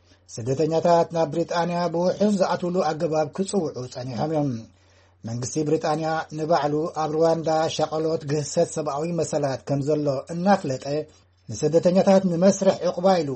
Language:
Tigrinya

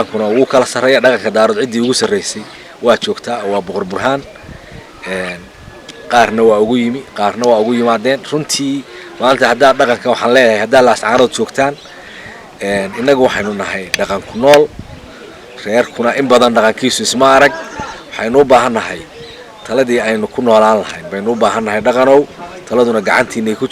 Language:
Somali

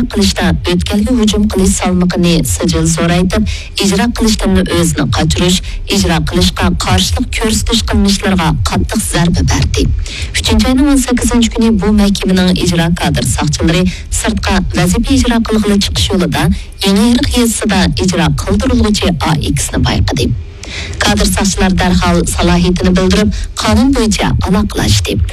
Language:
Uyghur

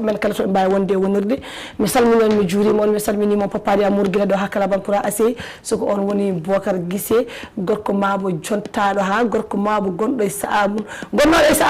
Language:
Fula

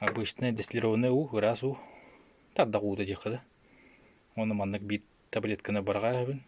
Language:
Yakut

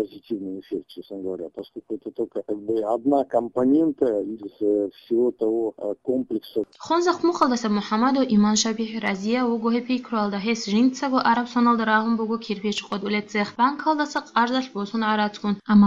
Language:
Avaric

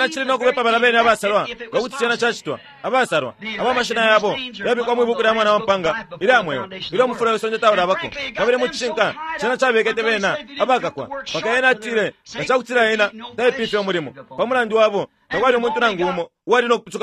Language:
Bemba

